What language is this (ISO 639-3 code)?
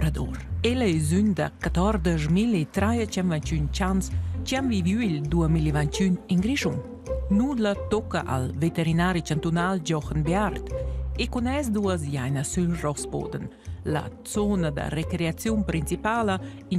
roh